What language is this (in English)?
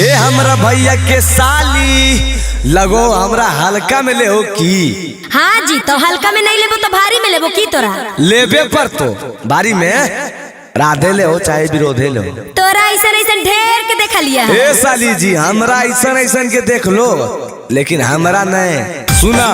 Magahi